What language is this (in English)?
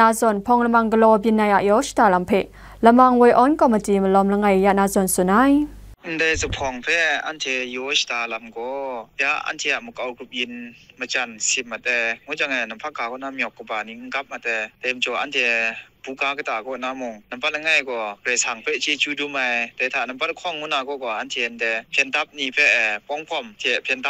Kachin